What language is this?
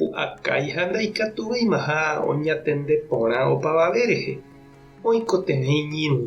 Guarani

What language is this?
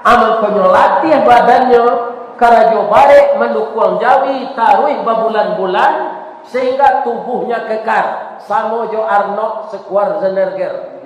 Minangkabau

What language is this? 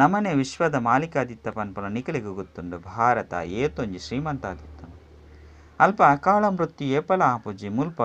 Tulu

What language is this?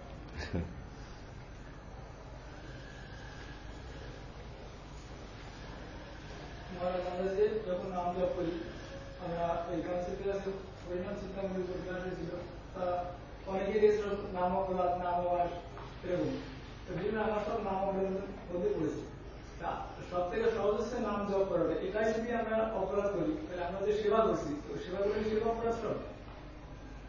Bangla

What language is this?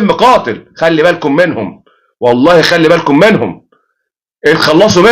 Egyptian Arabic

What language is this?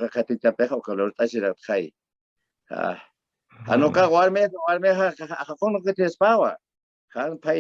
Aymara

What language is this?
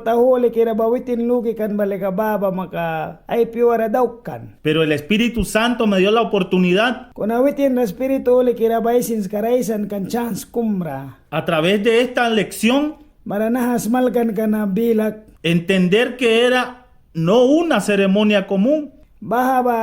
Mískito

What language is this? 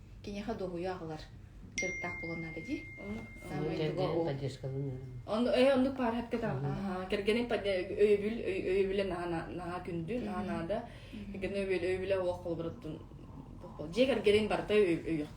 Yakut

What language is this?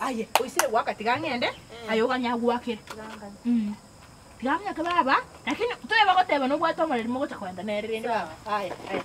Gusii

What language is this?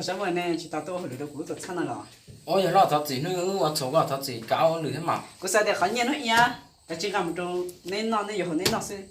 Hmong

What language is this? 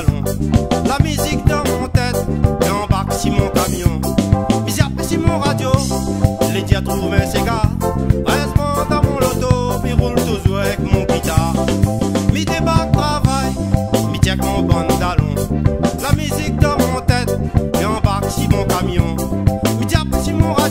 Réunion Creole French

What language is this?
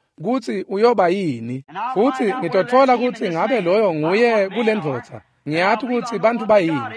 Swati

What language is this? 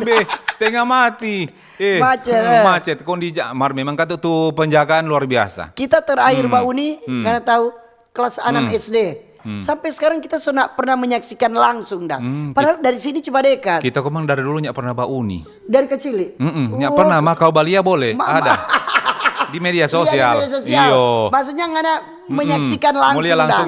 Manado Malay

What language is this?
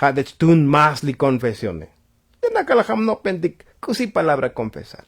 Tzotzil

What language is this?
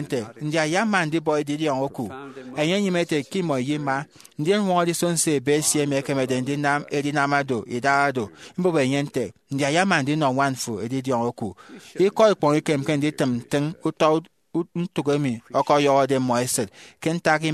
Efik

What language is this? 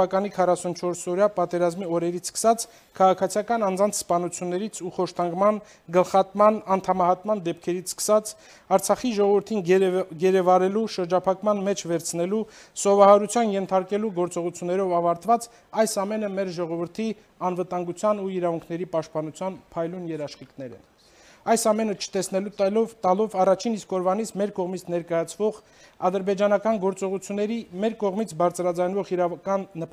Armenian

